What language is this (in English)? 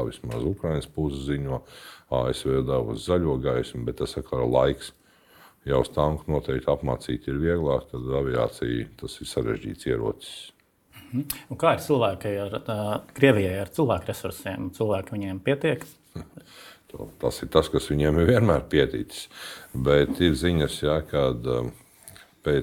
Latvian